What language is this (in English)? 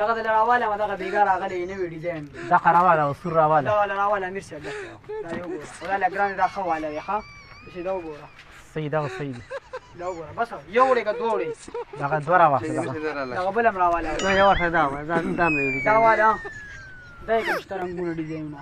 Pashto